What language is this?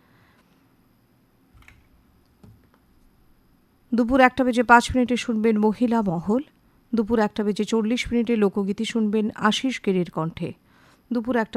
Bangla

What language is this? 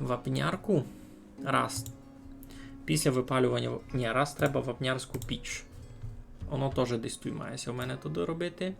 Rusyn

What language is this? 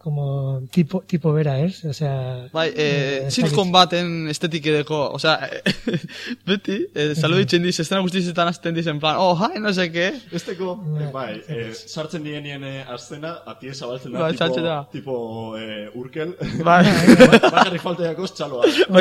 Basque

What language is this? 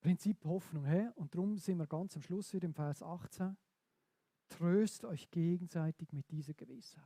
Swiss German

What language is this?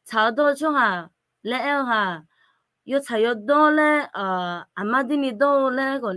Akha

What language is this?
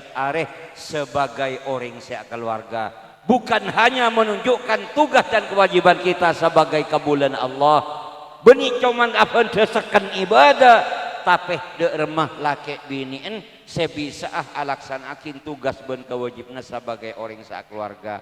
Madurese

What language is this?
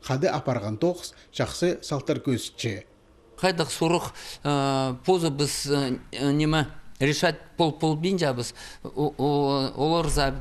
Khakas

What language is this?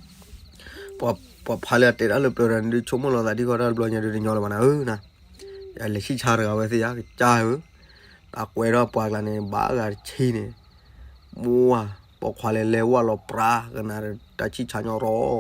S'gaw Karen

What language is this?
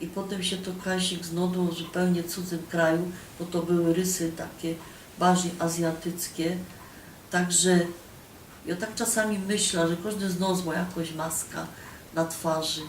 Silesian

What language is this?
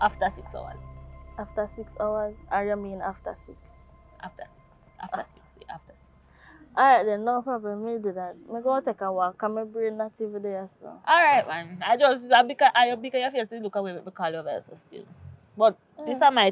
Jamaican Creole English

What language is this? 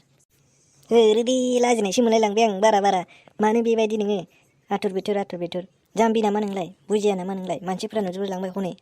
Bodo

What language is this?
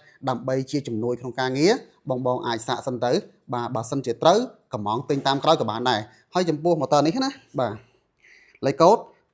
Khmer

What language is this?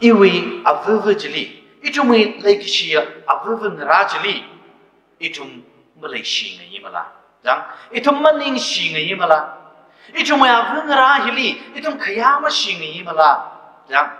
Tangkhul Naga (India)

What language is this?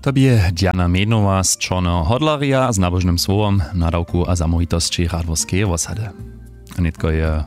Upper Sorbian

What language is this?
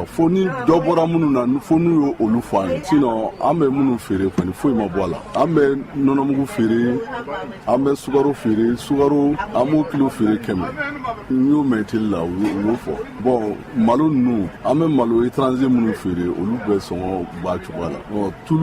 Bambara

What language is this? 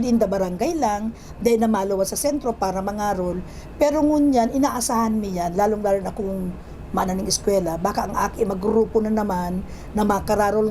Bikol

